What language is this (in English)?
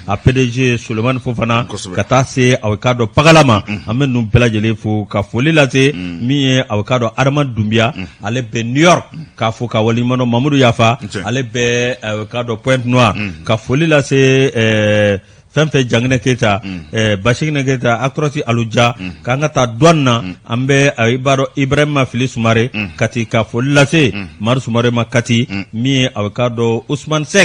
Bambara